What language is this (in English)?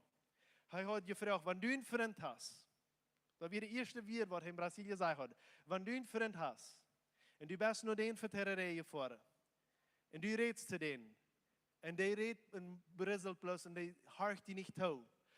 Plautdietsch